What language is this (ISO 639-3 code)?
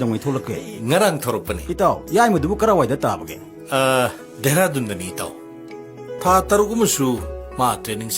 mni